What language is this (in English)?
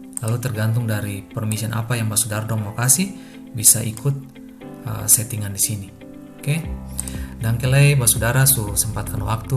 Ambonese Malay